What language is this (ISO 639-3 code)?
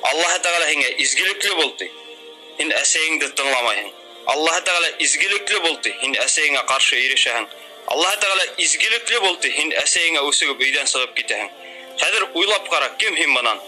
bak